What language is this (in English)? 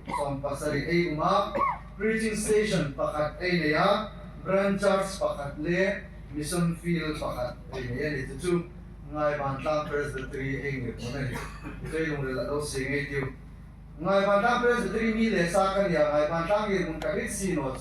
Hmar